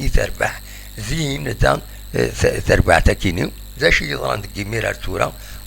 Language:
Kabyle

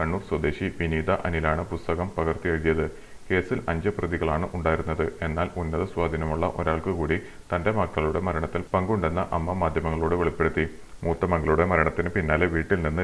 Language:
Malayalam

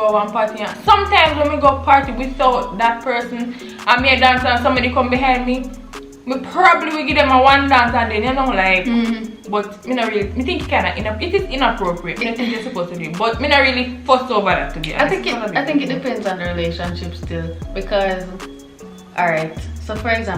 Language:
Jamaican Creole English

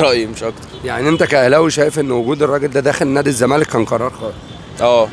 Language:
Egyptian Arabic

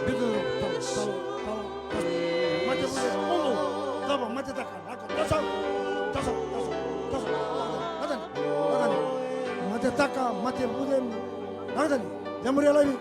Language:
Fijian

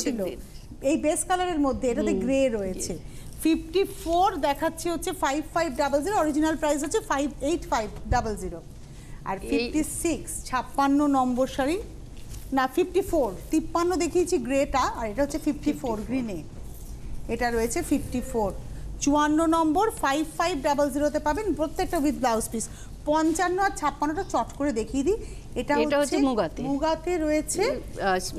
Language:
Bangla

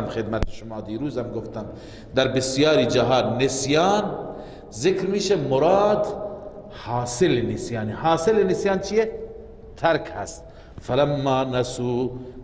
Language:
Persian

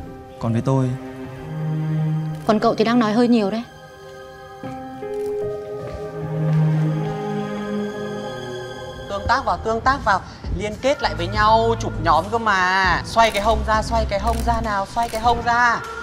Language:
Vietnamese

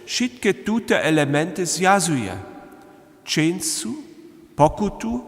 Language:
Upper Sorbian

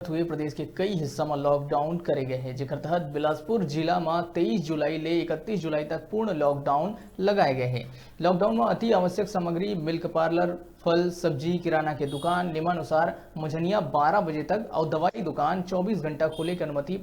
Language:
Chhattisgarhi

